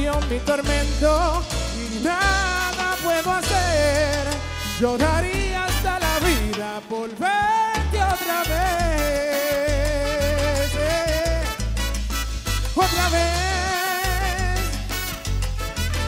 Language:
Spanish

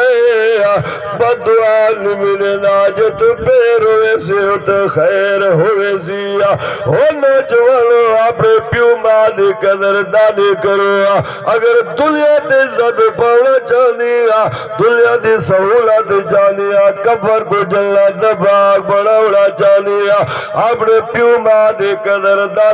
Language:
Saraiki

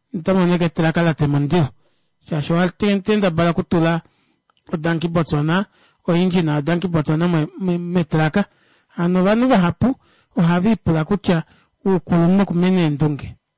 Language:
Kuanyama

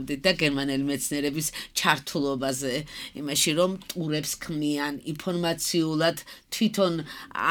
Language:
Georgian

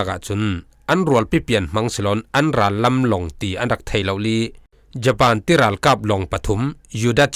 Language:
Falam Chin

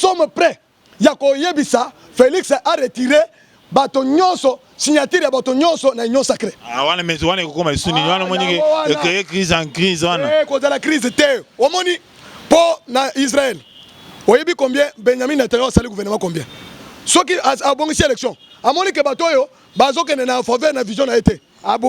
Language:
Lingala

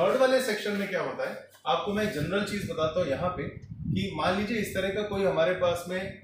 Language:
Hindi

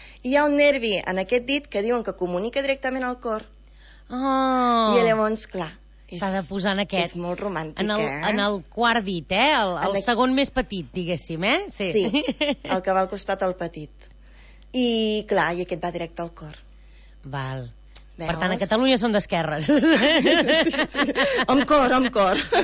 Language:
Catalan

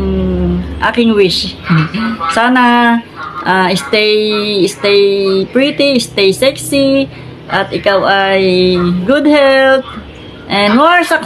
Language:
Filipino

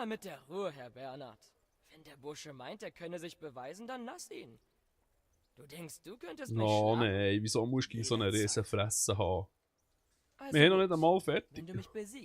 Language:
Swiss German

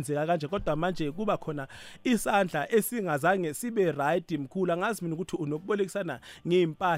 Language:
South Ndebele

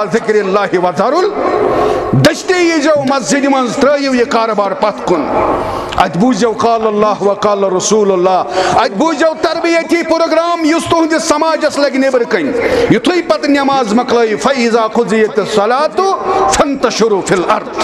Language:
Kashmiri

